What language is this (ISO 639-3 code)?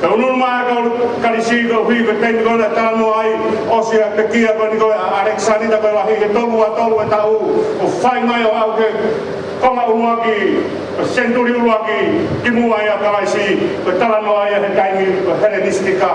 ton